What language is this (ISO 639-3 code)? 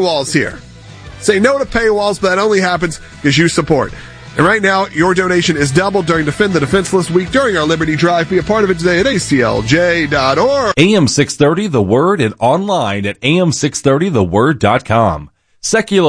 eng